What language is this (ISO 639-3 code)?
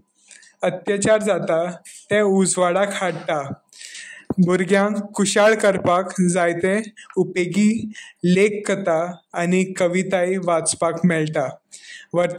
kok